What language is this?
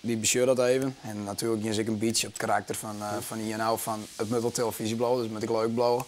Western Frisian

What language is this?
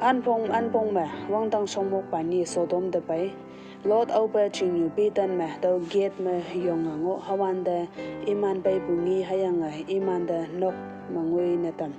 Konyak Naga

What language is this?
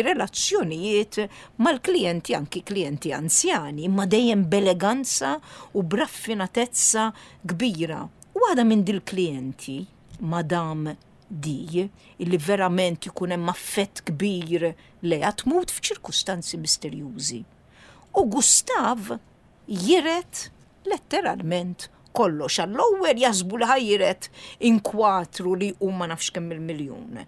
Maltese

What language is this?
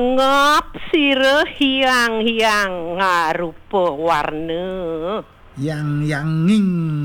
Balinese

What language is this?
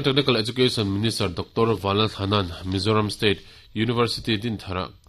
Mizo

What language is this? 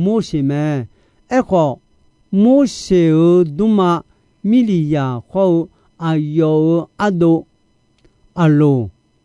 Akha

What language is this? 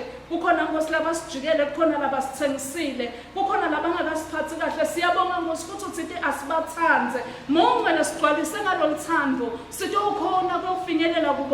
Swati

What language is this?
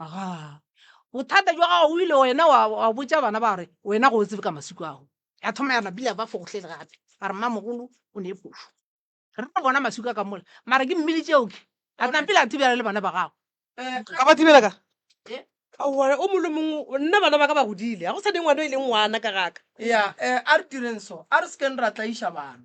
Northern Sotho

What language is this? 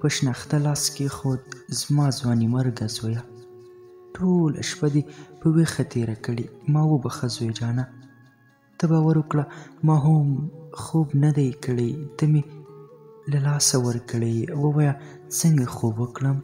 Pashto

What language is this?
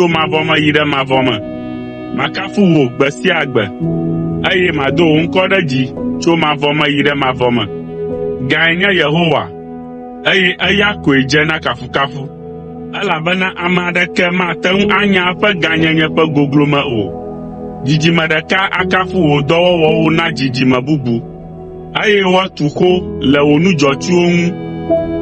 Ewe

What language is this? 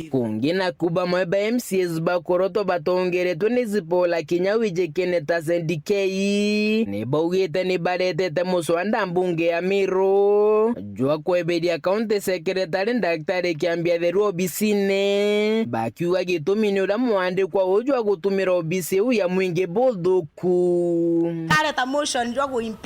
Meru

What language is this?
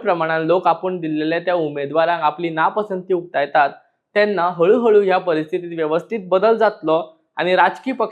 Konkani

